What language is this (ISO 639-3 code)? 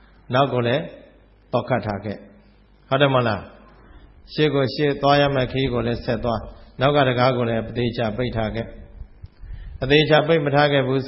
mya